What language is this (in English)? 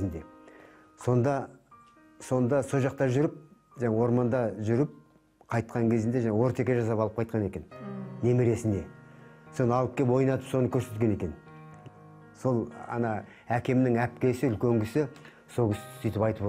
Kazakh